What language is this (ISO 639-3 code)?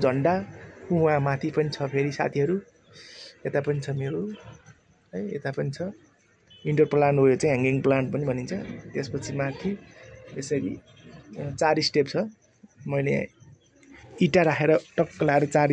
nep